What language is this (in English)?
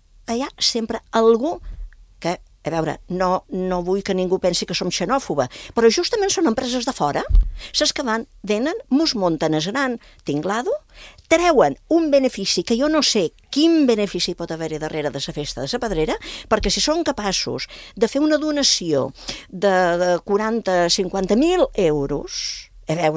Catalan